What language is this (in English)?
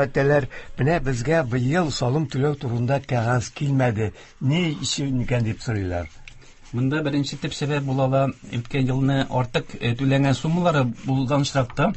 Tatar